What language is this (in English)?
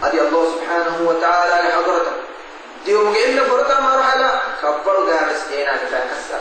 Divehi